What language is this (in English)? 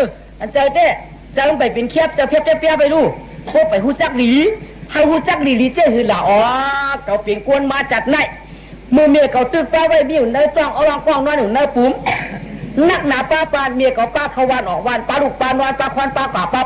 Shan